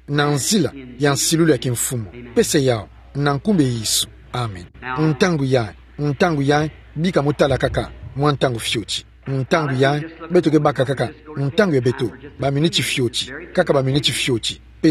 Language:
Kituba (Democratic Republic of Congo)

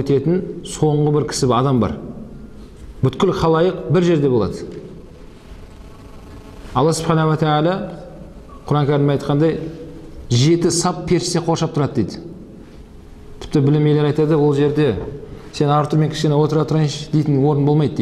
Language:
Kazakh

